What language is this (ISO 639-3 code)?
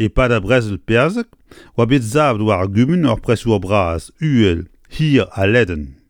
bre